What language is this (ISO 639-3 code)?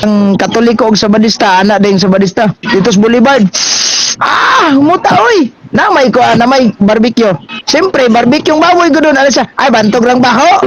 ceb